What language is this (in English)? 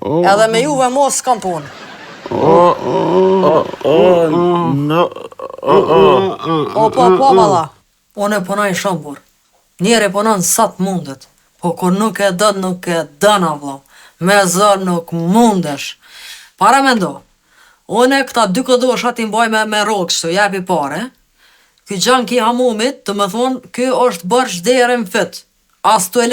Albanian